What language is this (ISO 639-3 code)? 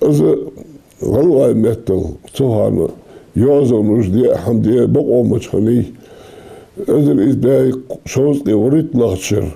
inh